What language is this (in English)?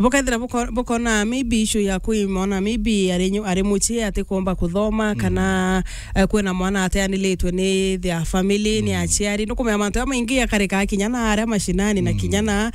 Meru